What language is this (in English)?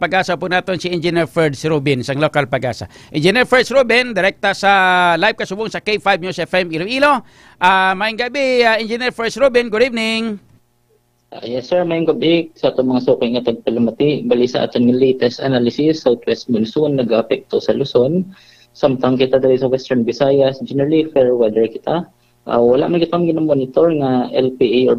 Hiligaynon